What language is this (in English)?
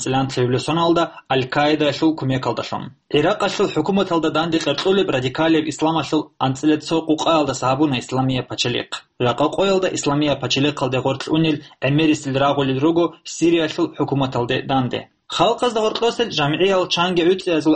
Avaric